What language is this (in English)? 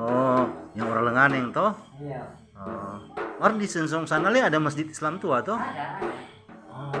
Manado Malay